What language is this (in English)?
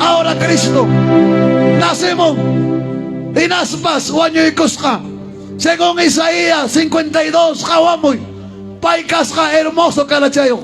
Ayacucho Quechua